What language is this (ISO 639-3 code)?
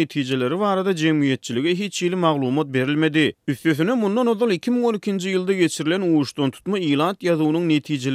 tuk